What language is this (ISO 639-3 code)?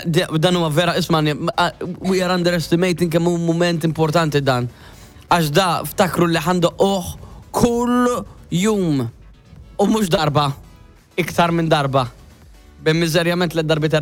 mlt